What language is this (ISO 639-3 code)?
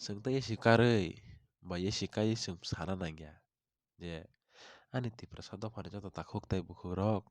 trp